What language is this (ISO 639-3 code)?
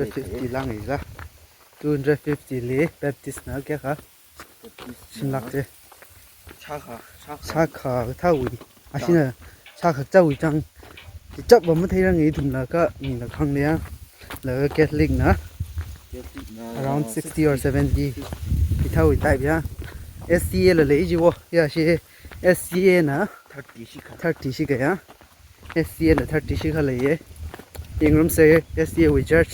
nmf